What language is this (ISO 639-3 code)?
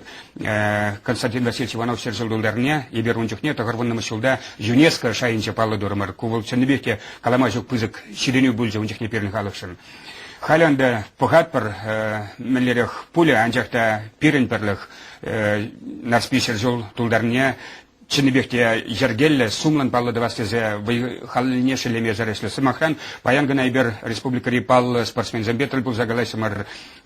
chv